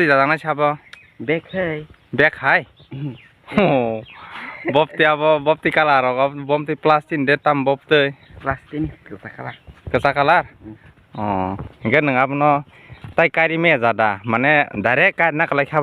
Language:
Kok Borok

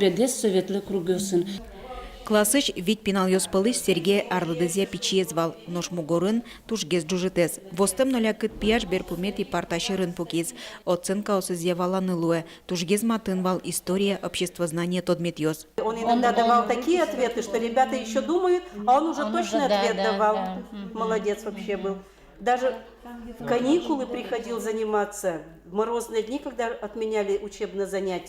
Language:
Udmurt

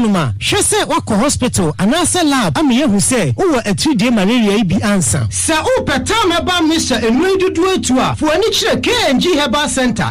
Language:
Akan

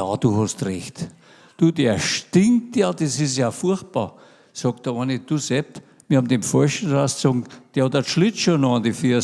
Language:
Bavarian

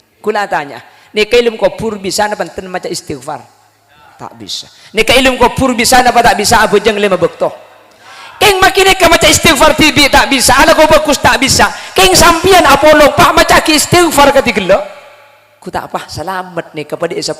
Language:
Madurese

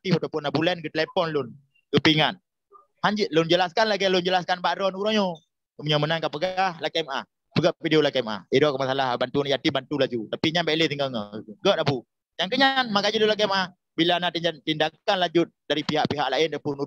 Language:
Achinese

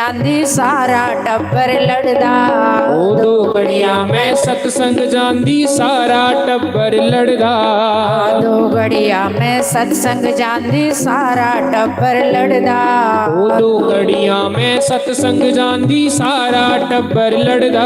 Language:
Dogri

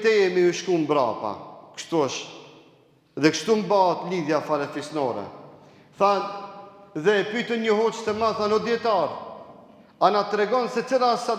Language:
Albanian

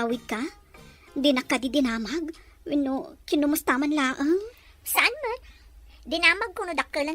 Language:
Iloko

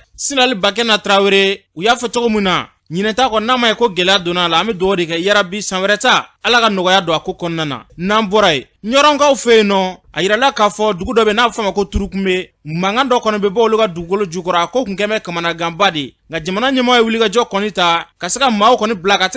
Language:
Bambara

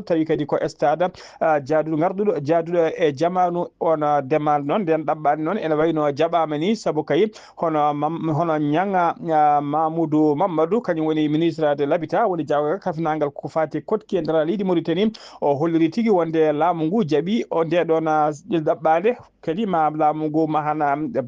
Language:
Fula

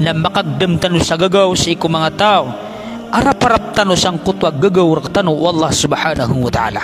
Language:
Maranao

